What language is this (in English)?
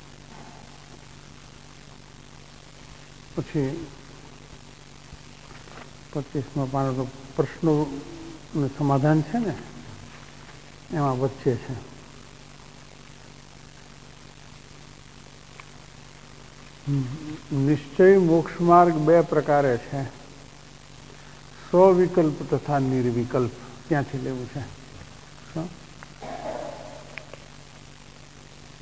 Gujarati